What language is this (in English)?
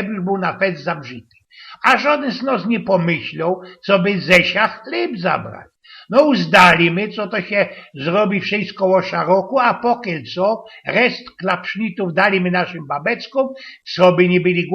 Silesian